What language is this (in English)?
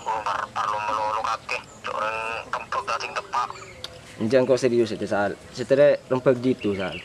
Madurese